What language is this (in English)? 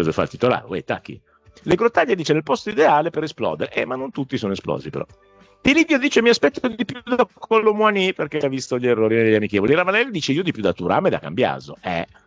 Italian